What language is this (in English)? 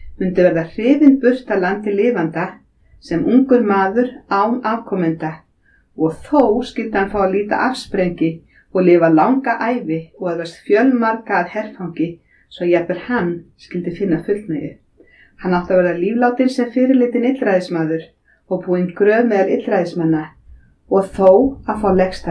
Icelandic